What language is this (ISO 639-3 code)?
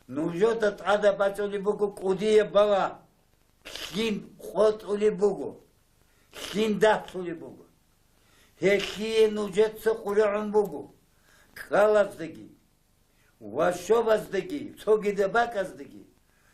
ava